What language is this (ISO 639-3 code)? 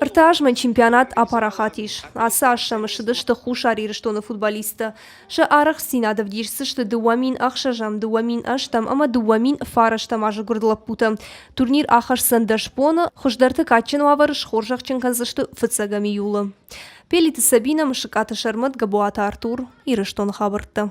oss